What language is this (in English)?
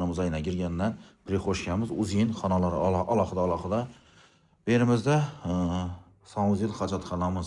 Uzbek